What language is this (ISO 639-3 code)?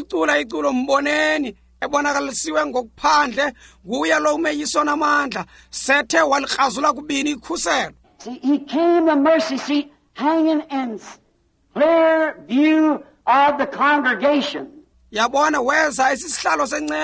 xho